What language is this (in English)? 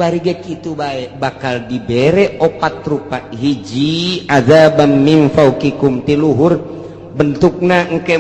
Sundanese